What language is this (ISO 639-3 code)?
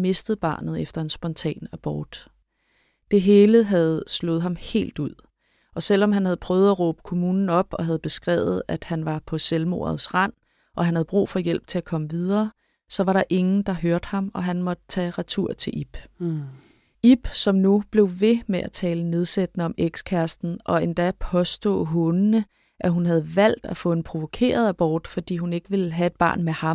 dan